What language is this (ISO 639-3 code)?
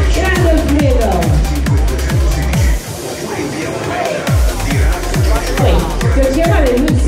ita